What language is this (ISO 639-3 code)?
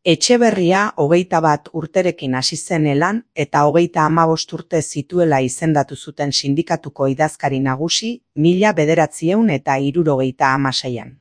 eus